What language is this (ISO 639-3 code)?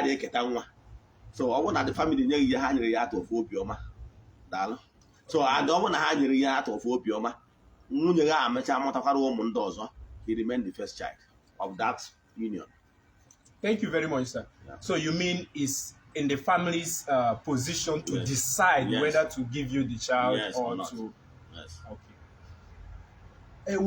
ibo